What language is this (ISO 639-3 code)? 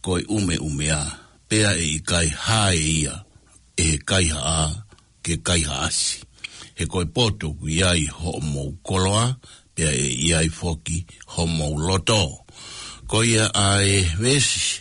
ton